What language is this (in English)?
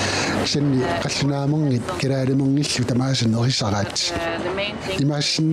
Kalaallisut